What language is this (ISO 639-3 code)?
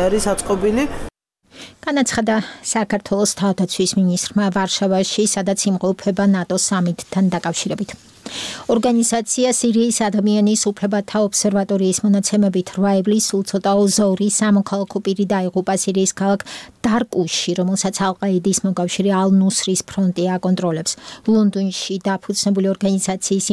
kat